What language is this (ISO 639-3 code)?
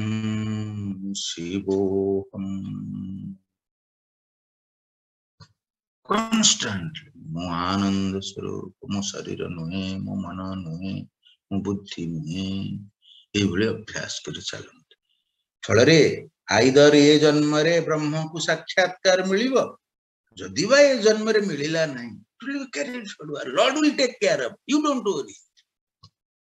ori